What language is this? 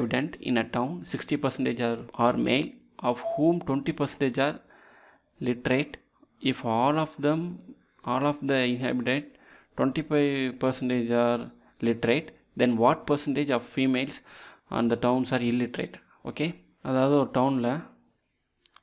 Tamil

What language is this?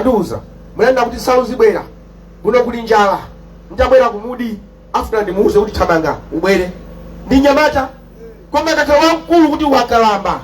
Nyanja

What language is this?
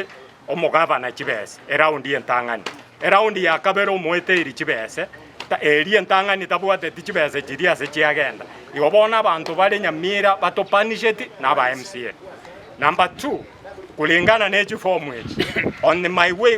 Gusii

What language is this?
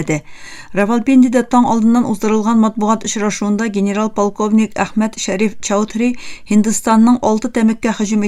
Tatar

